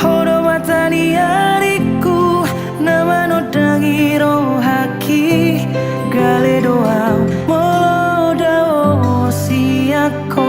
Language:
Batak Toba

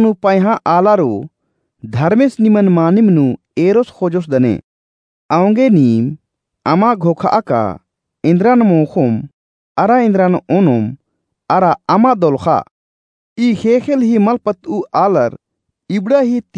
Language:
Kurukh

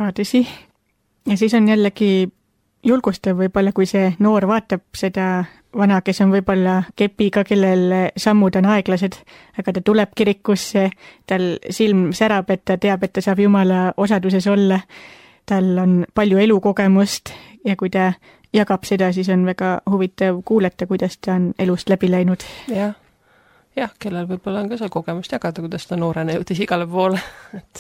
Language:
Estonian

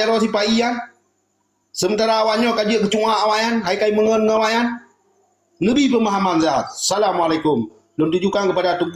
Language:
Achinese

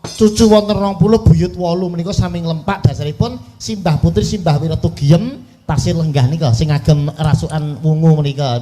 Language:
Javanese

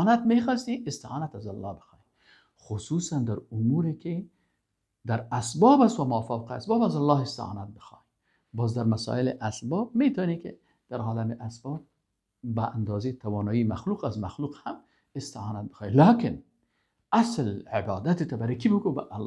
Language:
Persian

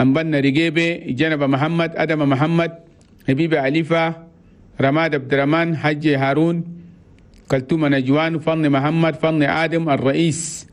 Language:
Chadian Arabic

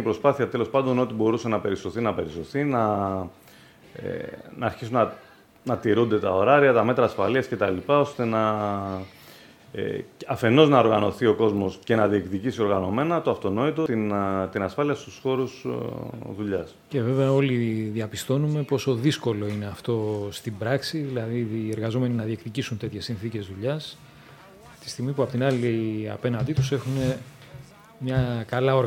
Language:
Greek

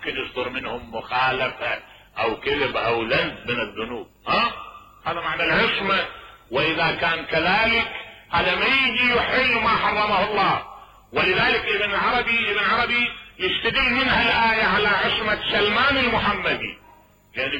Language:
Mesopotamian Arabic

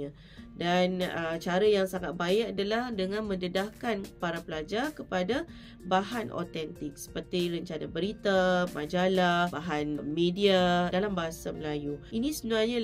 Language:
Malay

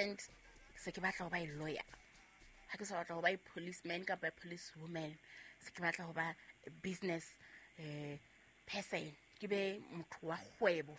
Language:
Southern Sotho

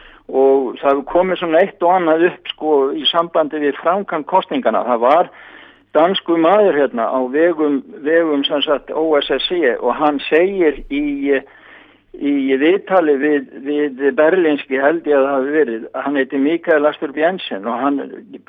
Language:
Icelandic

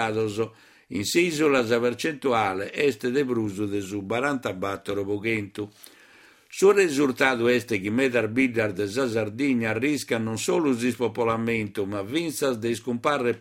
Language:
Sardinian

